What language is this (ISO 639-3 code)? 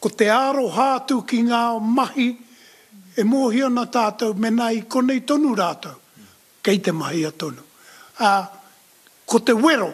mri